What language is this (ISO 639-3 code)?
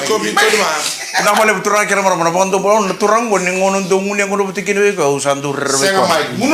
fij